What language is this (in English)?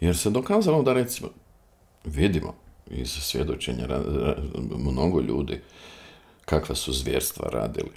Croatian